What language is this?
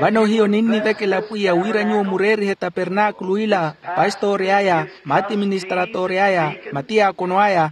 Makhuwa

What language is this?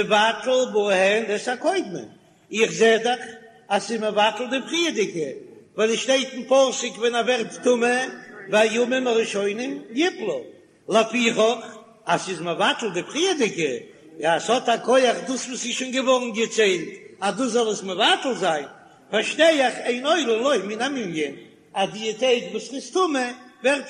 Yiddish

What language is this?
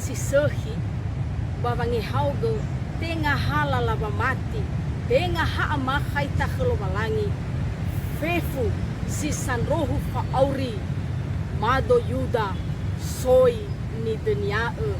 Nias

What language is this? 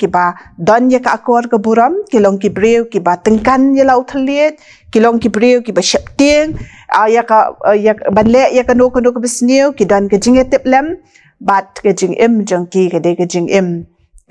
Khasi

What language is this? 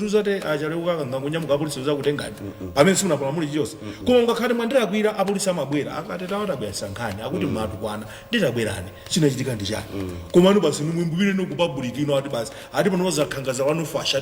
Nyanja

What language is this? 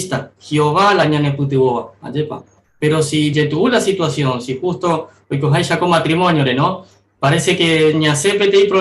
Guarani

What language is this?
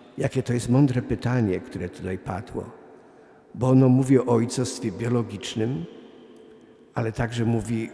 Polish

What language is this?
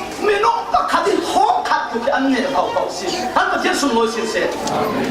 Falam Chin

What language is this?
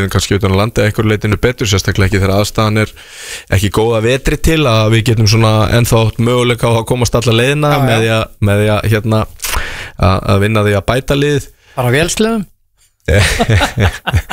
Icelandic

